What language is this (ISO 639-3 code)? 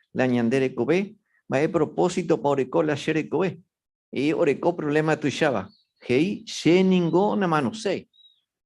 grn